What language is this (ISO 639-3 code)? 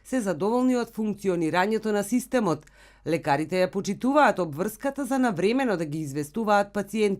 mkd